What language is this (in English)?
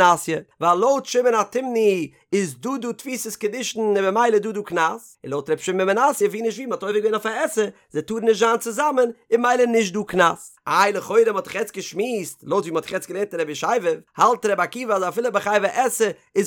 Yiddish